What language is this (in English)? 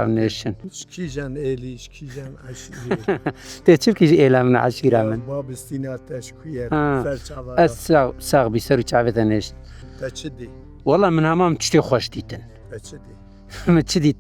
Kurdish